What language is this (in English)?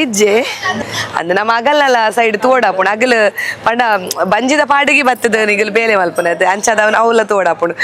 Tulu